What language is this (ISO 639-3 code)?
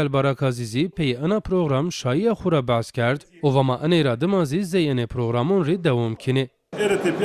zza